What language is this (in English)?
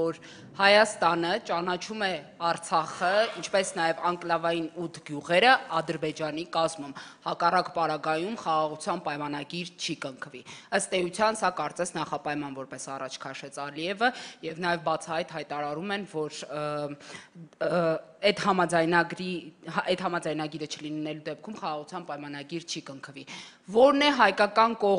Armenian